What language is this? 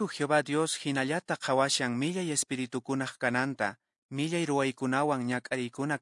Quechua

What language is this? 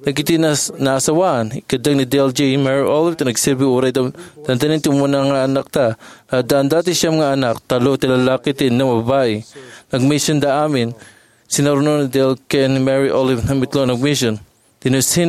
Iloko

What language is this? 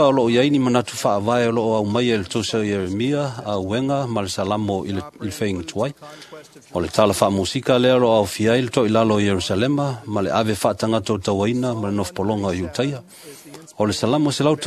Samoan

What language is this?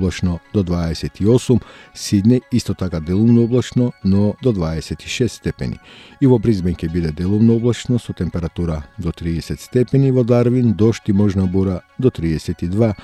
Macedonian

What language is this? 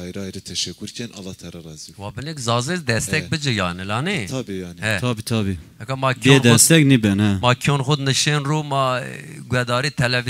Zaza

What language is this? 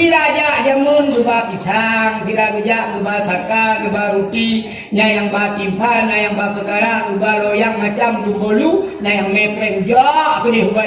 Achinese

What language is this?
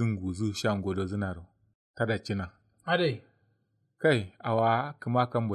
Kanuri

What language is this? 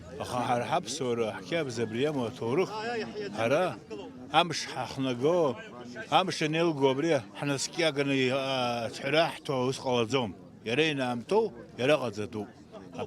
Abkhazian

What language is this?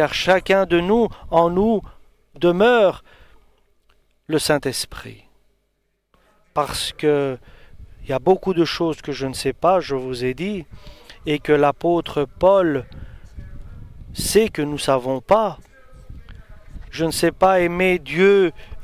French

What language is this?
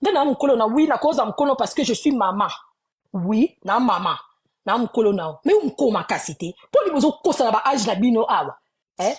Lingala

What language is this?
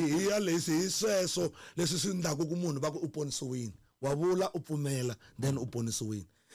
Tsonga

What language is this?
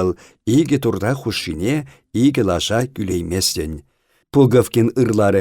Chuvash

